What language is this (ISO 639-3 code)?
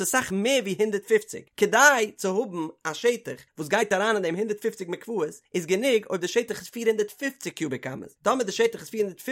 yid